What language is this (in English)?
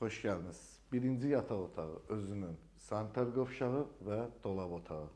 Azerbaijani